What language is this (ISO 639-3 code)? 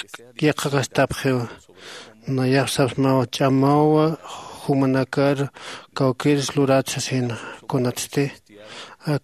aym